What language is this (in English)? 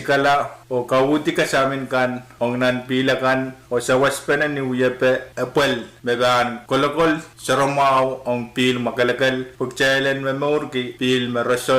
Pohnpeian